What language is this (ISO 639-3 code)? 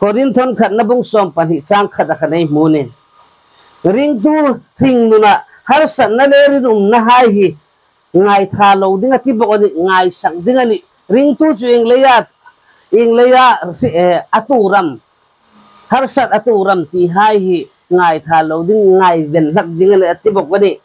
hmr